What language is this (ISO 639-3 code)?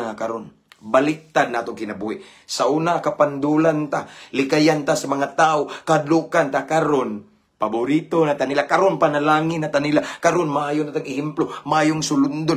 ceb